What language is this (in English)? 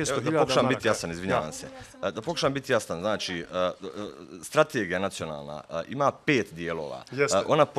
Bosnian